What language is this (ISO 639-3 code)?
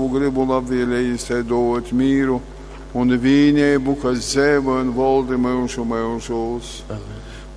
ltg